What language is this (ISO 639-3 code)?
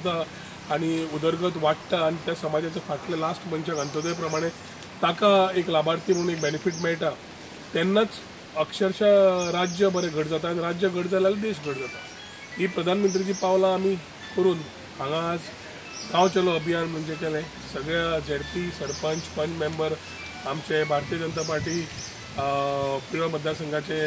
kok